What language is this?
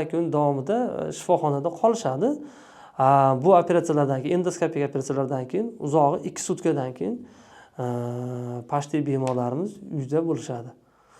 Uzbek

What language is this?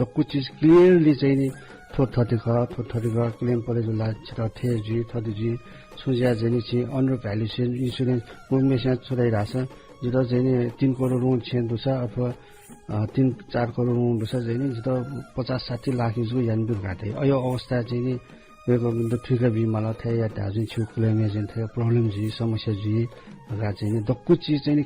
Newari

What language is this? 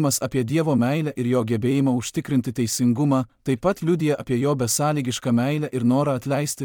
Lithuanian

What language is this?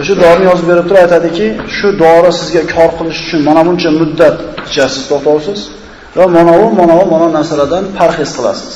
Uzbek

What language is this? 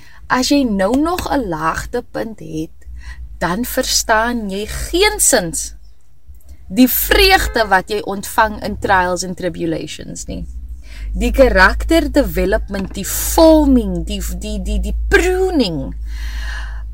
Afrikaans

